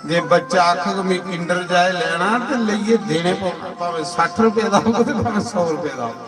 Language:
Dogri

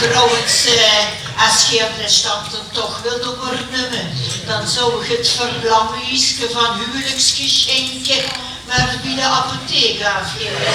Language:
Limburgish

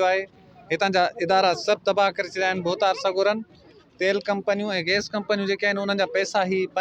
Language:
Sindhi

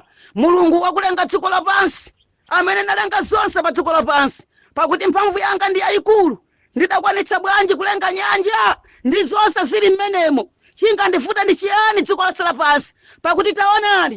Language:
Nyanja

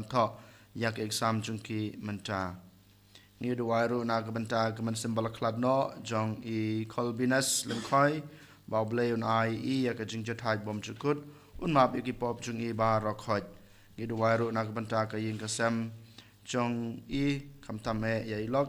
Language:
Khasi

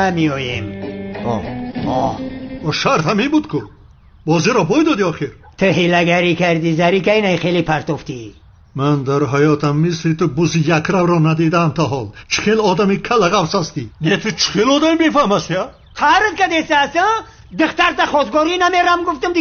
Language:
Tajik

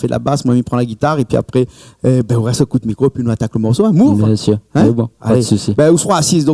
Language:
Réunion Creole French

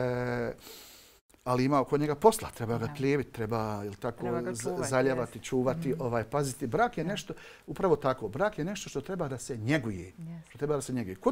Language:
Bosnian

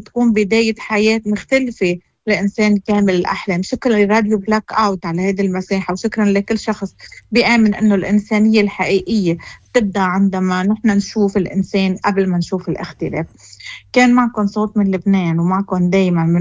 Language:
Moroccan Arabic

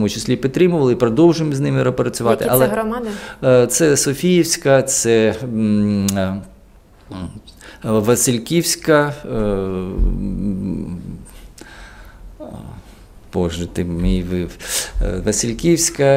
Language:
Ukrainian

